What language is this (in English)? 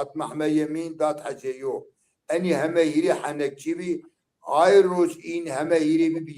Zaza